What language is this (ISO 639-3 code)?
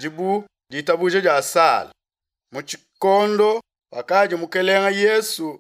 lua